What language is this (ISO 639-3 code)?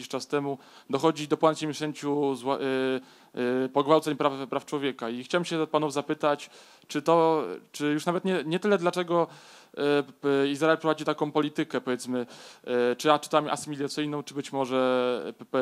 pol